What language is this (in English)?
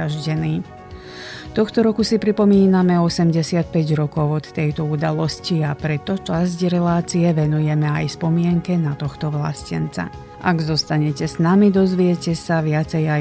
Slovak